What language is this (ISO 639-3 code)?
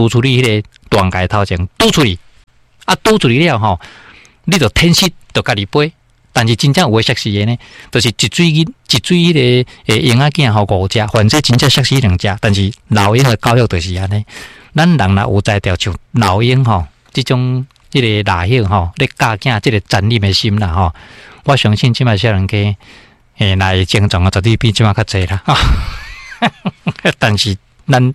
nan